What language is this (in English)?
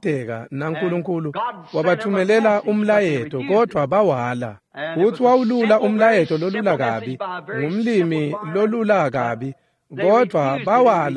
Swati